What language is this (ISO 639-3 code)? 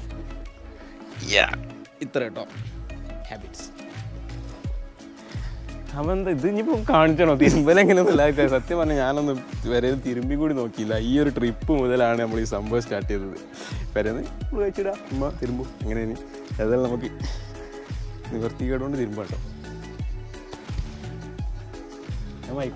mal